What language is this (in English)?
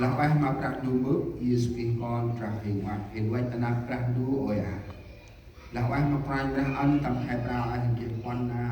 Central Mnong